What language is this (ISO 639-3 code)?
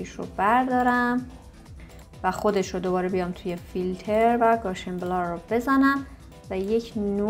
fas